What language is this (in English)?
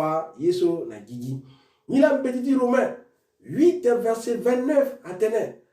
Sango